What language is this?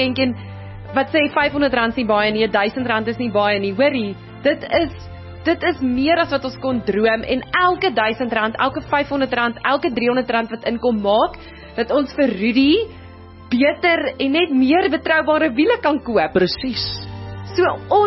Afrikaans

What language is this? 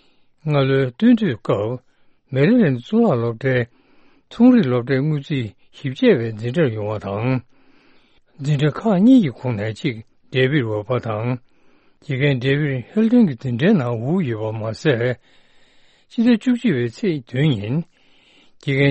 Tibetan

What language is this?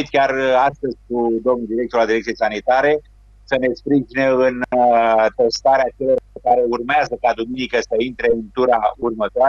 Romanian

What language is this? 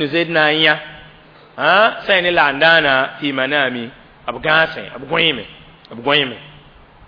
Mossi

